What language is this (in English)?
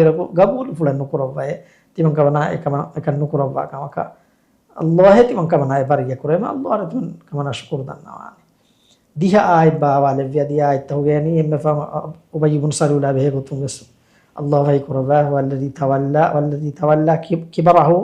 Divehi